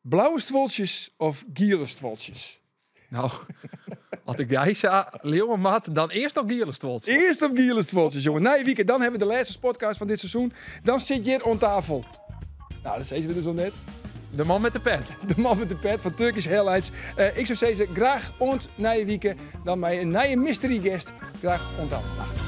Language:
Western Frisian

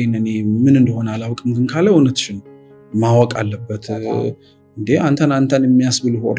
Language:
Amharic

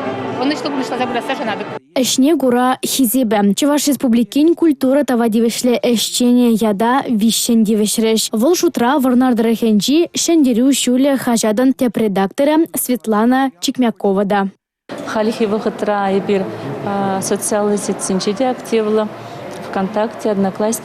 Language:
Chuvash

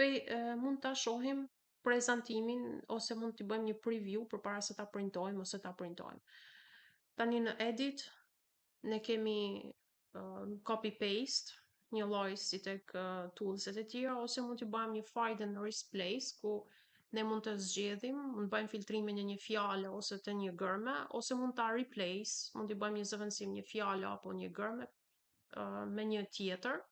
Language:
Albanian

